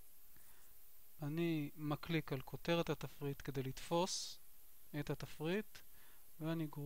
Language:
Hebrew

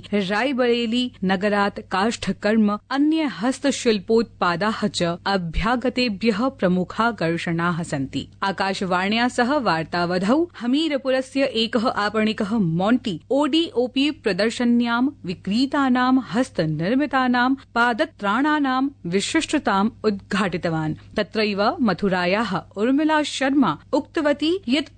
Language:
Sanskrit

